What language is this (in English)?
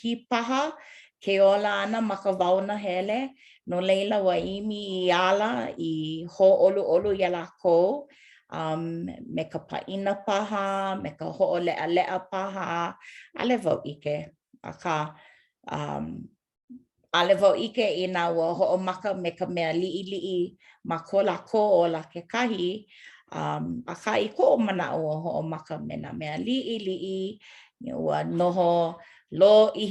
Hawaiian